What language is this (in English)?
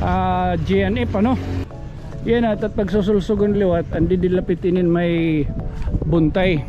Waray